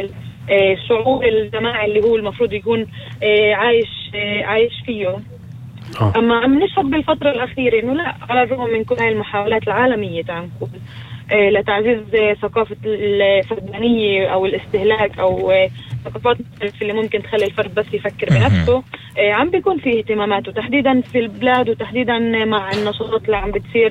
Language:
North Levantine Arabic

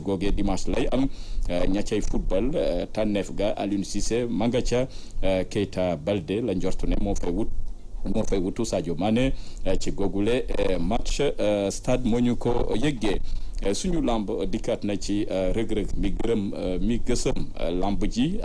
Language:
Wolof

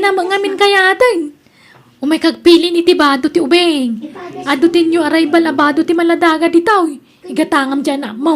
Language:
Iloko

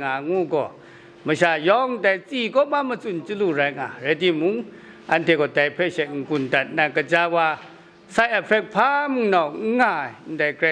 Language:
Kachin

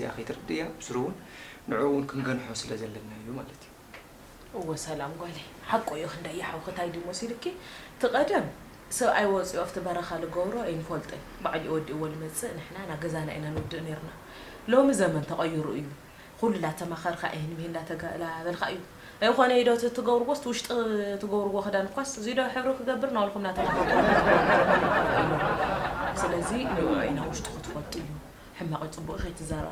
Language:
Tigrinya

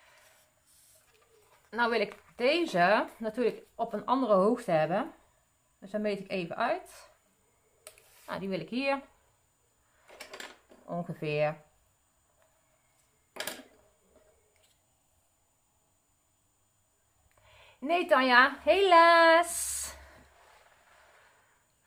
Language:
Dutch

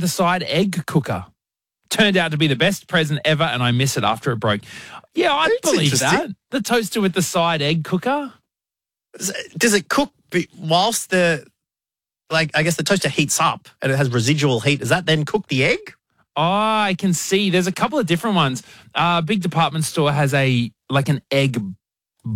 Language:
English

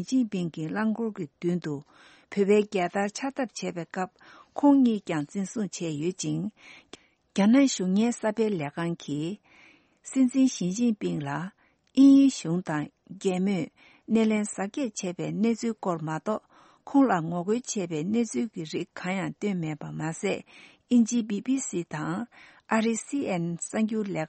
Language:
Tibetan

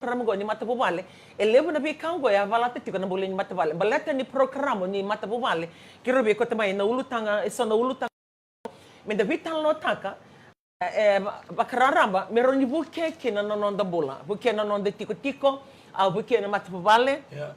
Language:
Fijian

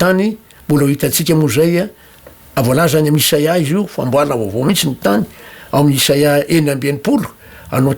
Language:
Malagasy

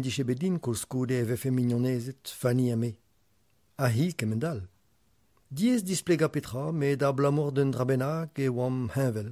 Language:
Breton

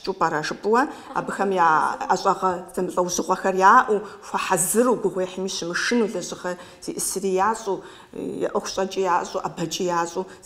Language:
Kabardian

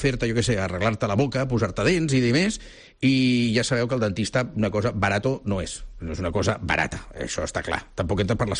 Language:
Catalan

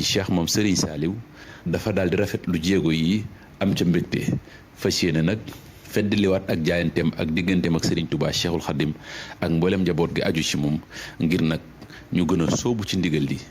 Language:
Wolof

